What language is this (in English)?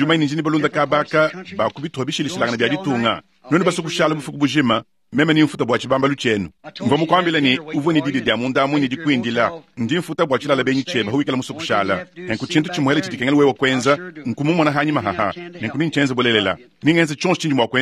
Luba-Lulua